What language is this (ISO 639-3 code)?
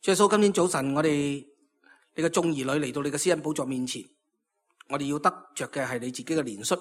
yue